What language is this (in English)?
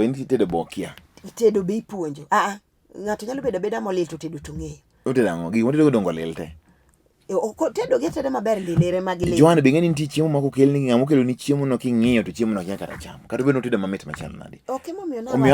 Luo (Kenya and Tanzania)